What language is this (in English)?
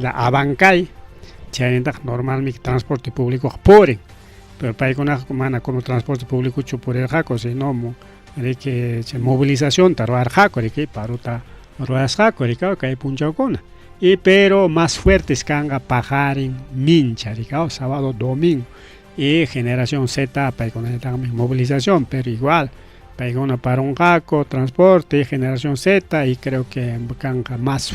Ayacucho Quechua